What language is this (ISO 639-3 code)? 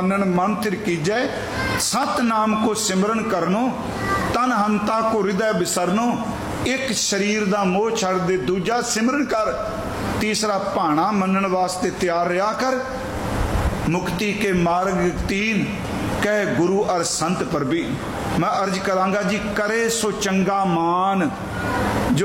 pan